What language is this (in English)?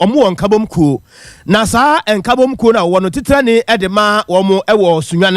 Akan